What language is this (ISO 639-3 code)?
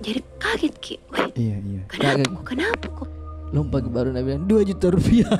mfp